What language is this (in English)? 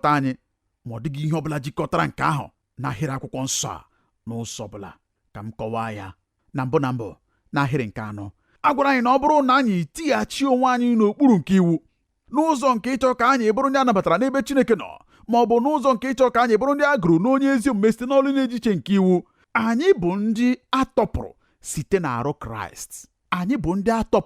Igbo